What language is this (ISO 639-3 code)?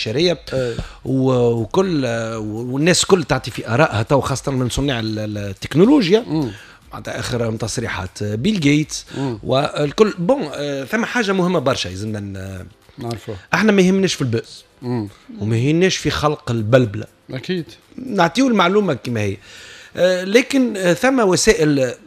aeb